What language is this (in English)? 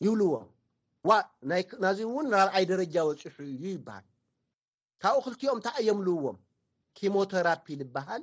Tigrinya